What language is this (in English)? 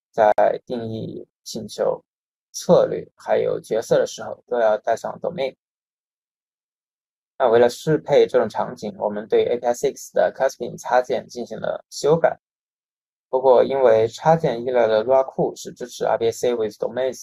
Chinese